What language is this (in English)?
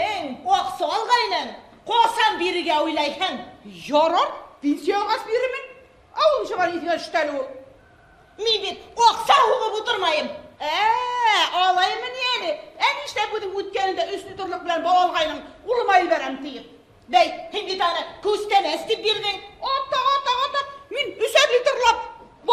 Bashkir